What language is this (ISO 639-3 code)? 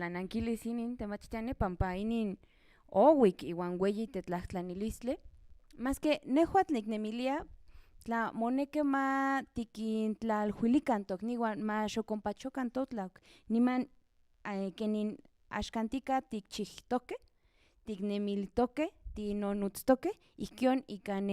nhn